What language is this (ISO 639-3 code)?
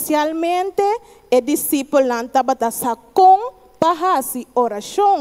pap